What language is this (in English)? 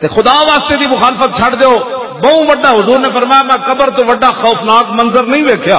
Western Panjabi